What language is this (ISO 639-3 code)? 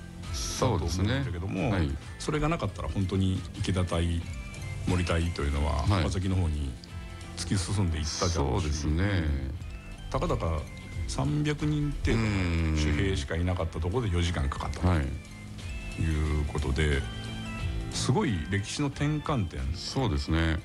jpn